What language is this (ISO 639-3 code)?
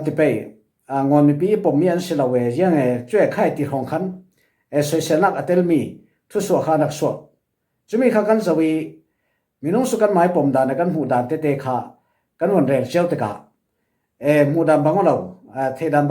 cfm